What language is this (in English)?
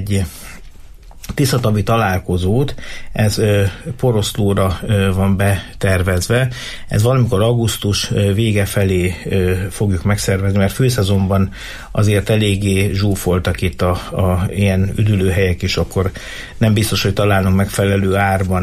Hungarian